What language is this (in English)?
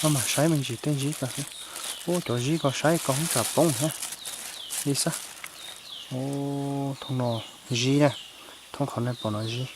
Hmong